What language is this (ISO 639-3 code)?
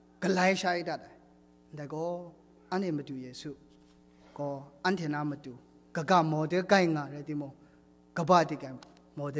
kac